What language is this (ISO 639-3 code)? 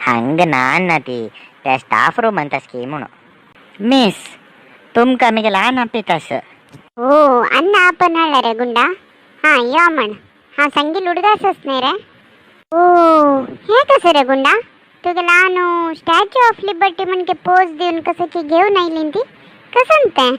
kok